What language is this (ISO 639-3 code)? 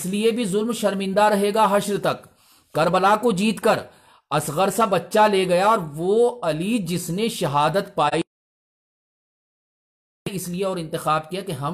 urd